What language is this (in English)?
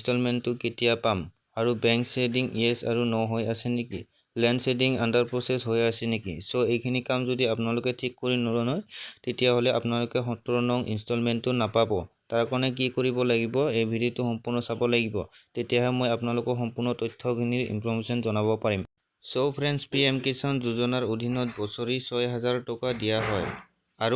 Assamese